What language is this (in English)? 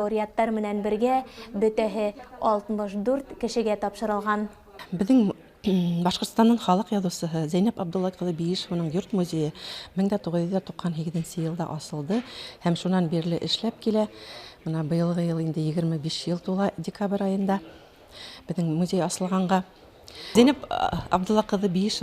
Bashkir